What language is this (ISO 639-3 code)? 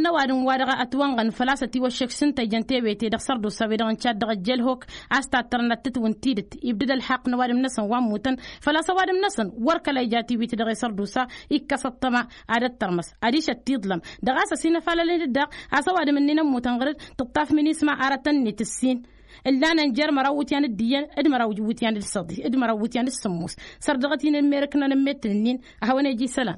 taq